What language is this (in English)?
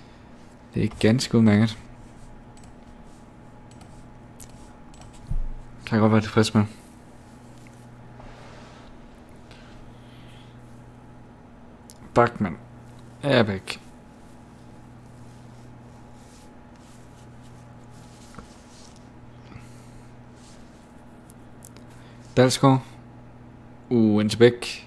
Danish